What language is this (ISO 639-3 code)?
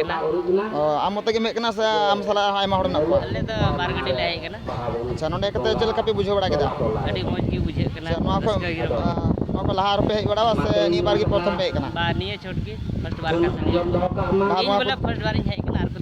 sat